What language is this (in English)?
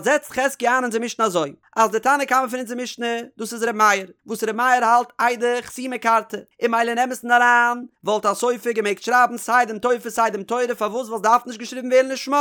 Yiddish